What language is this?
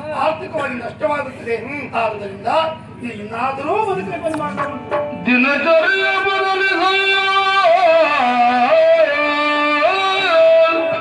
Kannada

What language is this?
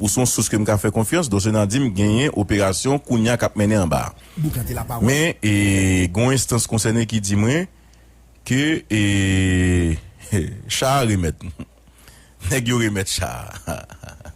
Haitian Creole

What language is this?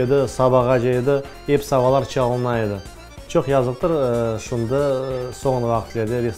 Crimean Tatar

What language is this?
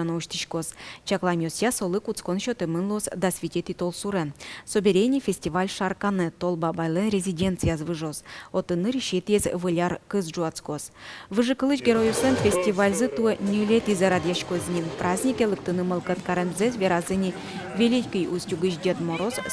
Udmurt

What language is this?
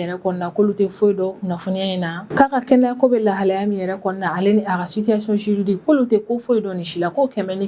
Bambara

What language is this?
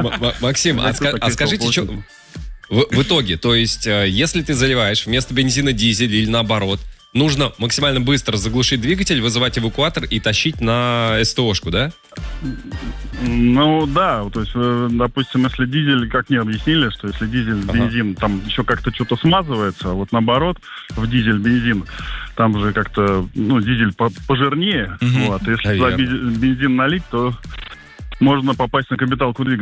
Russian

